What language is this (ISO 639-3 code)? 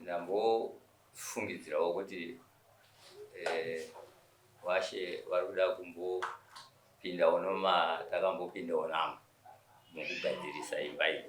sna